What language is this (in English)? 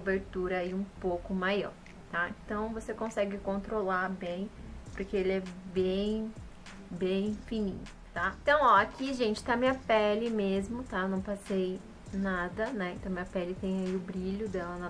Portuguese